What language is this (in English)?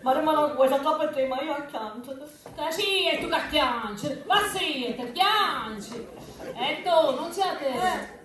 Sicilian